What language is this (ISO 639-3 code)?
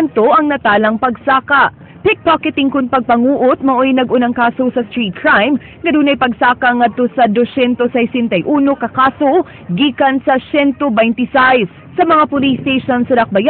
ceb